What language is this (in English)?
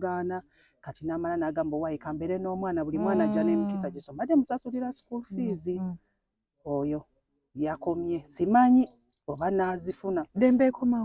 Ganda